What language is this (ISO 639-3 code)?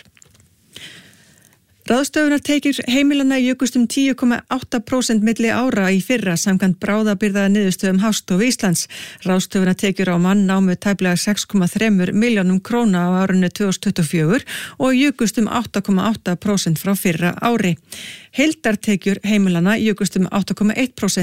isl